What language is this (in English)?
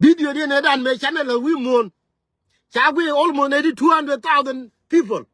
Nuer